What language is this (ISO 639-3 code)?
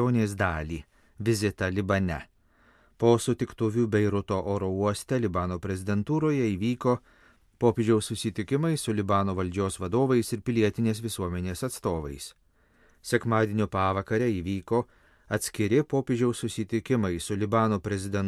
lit